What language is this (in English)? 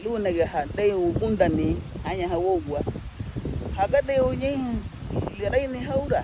Garifuna